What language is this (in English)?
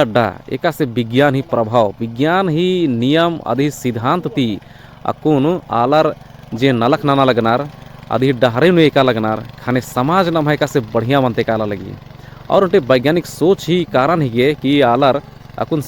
Kurukh